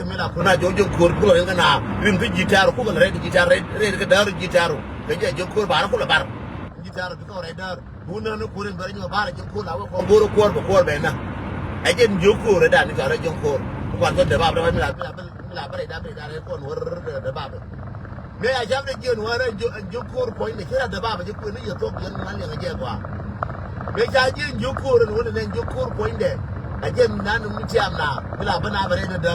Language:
Nuer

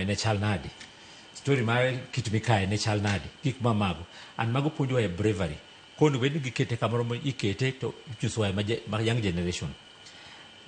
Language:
Luo (Kenya and Tanzania)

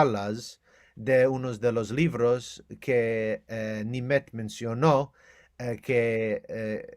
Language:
Ladino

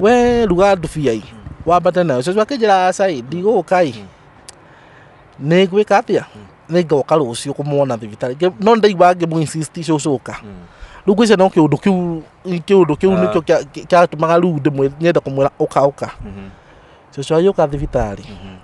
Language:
Kikuyu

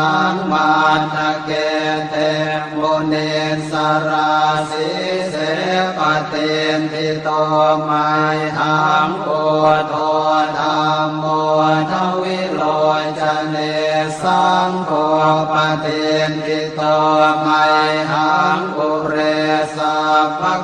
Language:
Pali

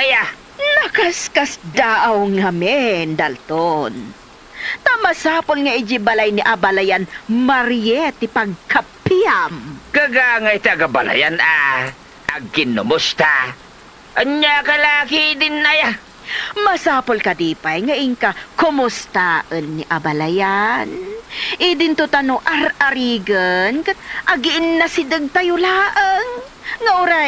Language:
Iloko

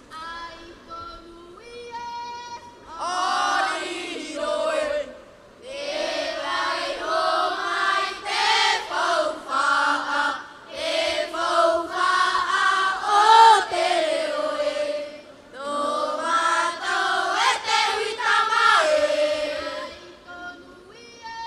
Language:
Tahitian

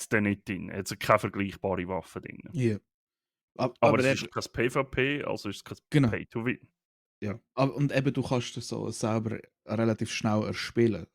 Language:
Swiss German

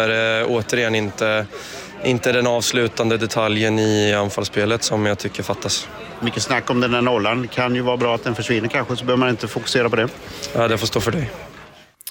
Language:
Swedish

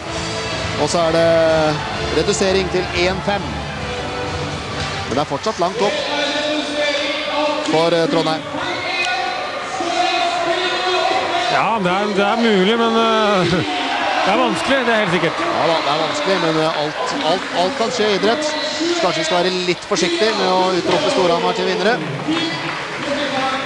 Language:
Norwegian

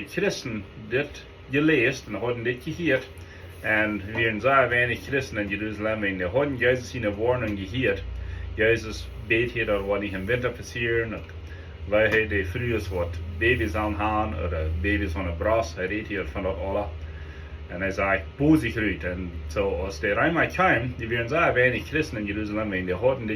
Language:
Plautdietsch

